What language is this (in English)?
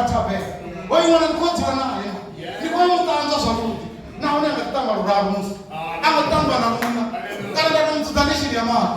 Venda